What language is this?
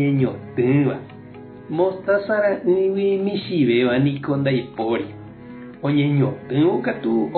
Guarani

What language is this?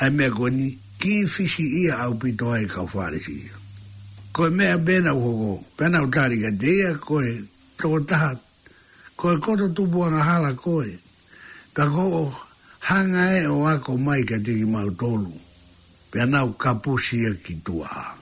Tongan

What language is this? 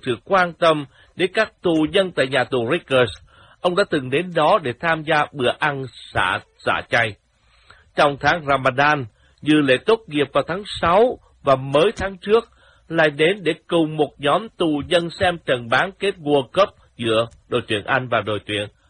Vietnamese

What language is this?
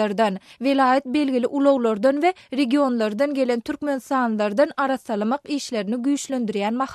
Turkmen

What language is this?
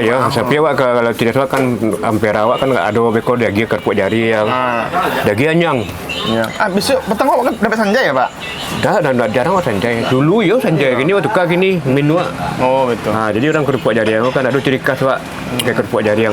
Minangkabau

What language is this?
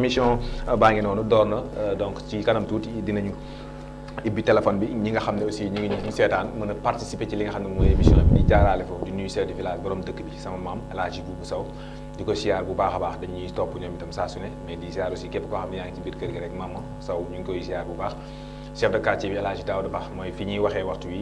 Wolof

